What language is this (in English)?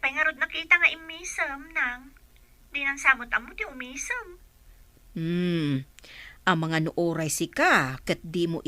Iloko